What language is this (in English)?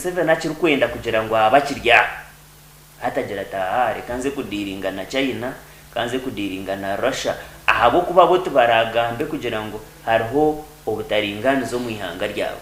Nyankole